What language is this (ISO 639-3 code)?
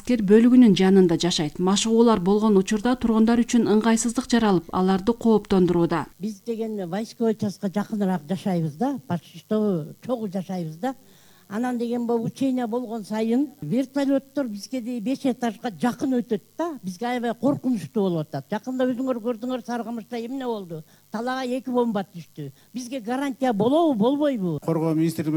kir